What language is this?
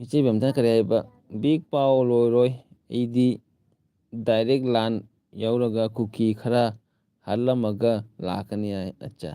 Manipuri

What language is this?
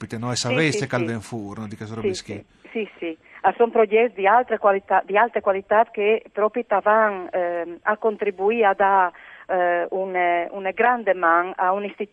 Friulian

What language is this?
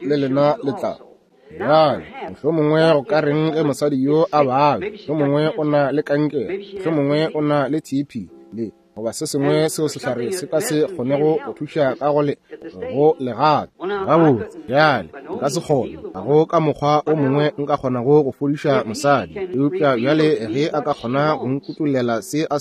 Northern Sotho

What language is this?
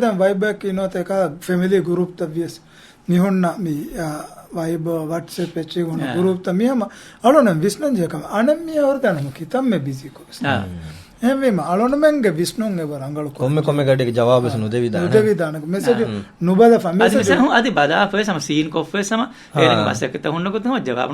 Divehi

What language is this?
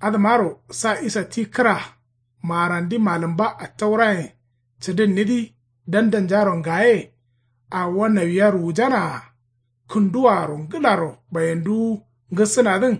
Kanuri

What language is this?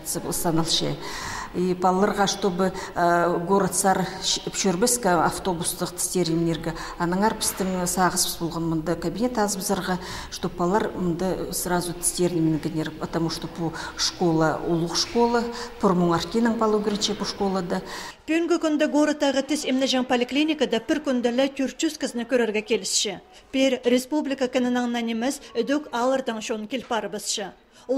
Khakas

